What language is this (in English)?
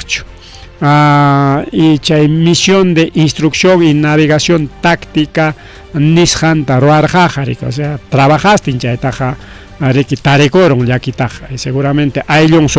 Ayacucho Quechua